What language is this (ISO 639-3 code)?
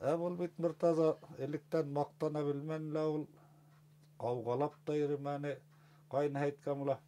bak